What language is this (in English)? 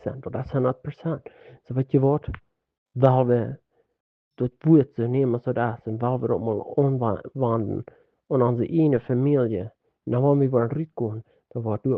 Plautdietsch